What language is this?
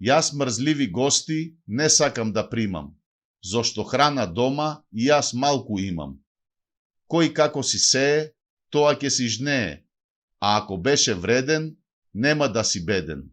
Macedonian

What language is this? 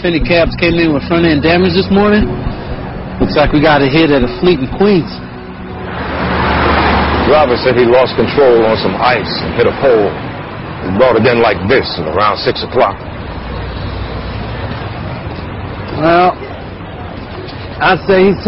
English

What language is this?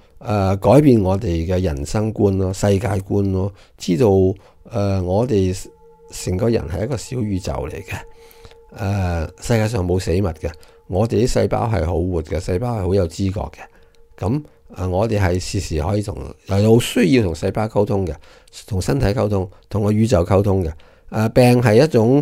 Cantonese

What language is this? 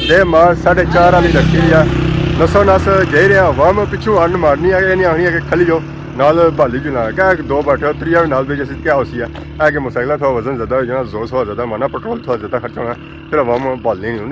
Pahari-Potwari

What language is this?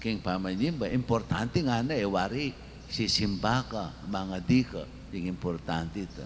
Pampanga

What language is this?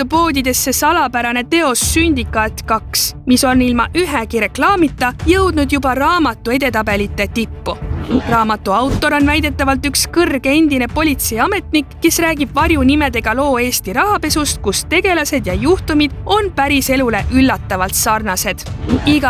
Estonian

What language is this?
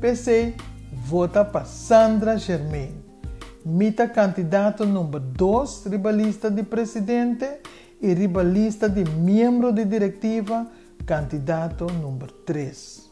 Papiamento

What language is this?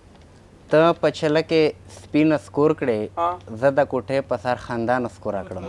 Pashto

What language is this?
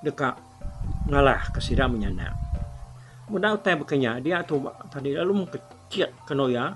Iban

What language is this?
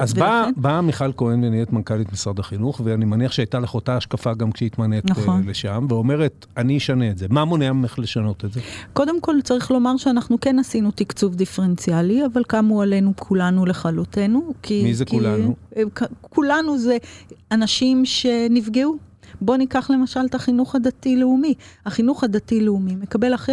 Hebrew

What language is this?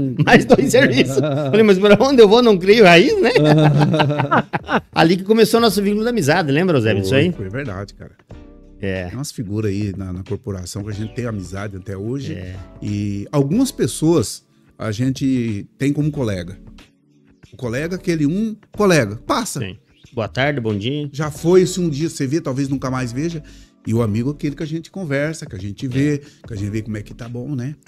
Portuguese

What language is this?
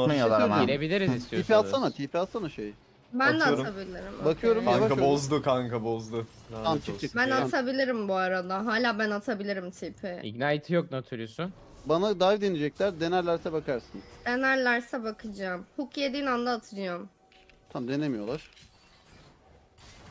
Turkish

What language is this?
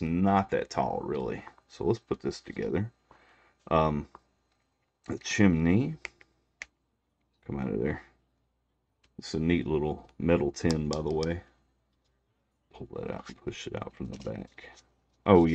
English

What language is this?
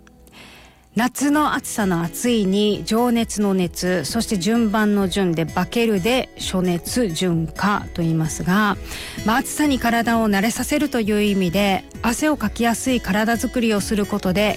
Japanese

